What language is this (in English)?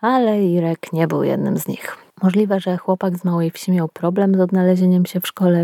Polish